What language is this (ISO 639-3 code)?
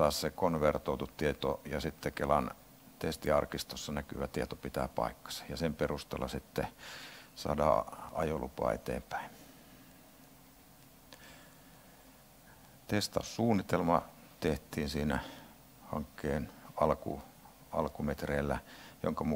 fin